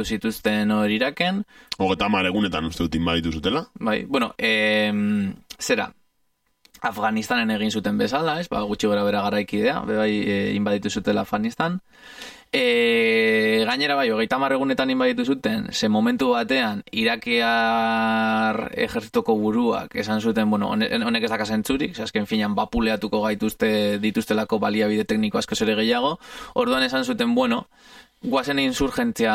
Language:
Basque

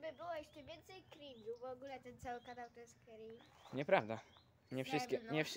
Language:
Polish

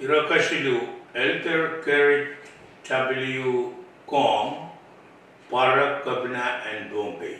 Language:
Pohnpeian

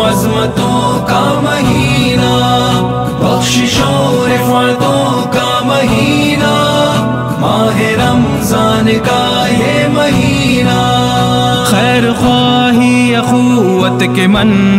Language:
Urdu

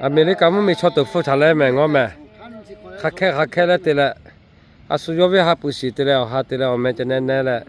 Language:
Lahu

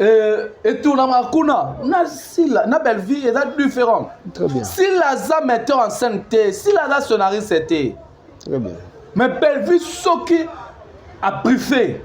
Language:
Lingala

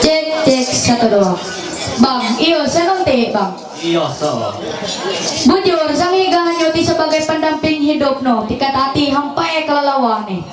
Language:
Ma'anyan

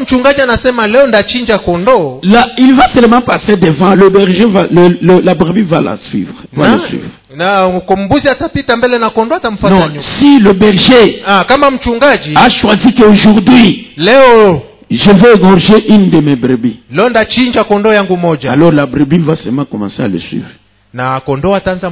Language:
Swahili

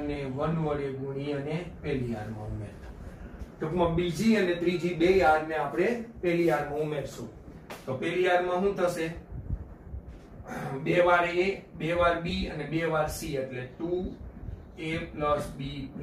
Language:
Gujarati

